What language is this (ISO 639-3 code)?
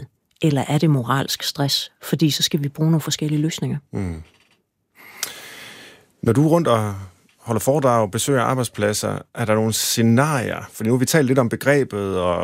dan